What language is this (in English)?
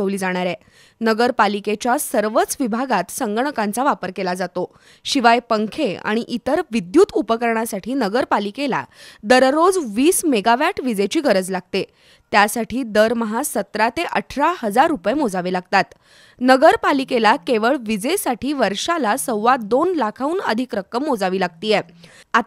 Marathi